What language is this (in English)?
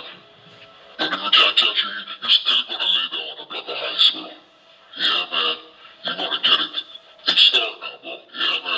Jamaican Creole English